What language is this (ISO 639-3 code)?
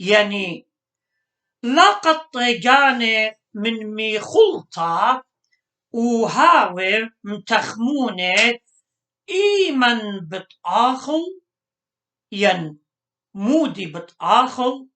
aii